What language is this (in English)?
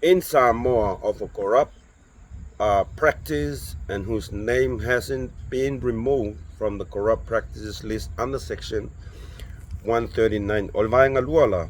Samoan